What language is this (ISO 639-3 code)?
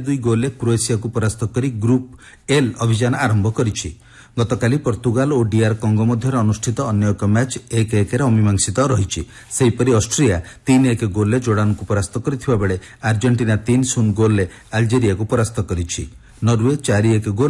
ori